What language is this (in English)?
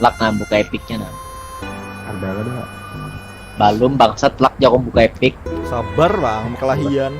Banjar